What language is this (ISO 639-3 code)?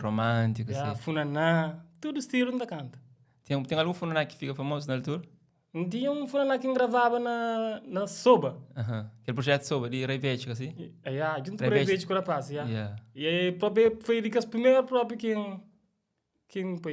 kea